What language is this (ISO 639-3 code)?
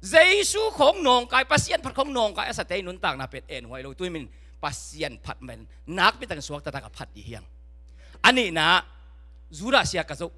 ctd